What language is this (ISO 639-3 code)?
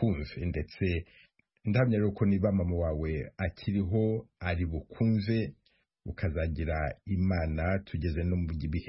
kin